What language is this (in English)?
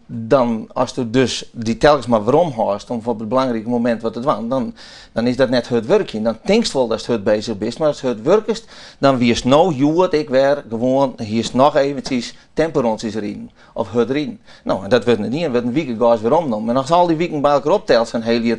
Western Frisian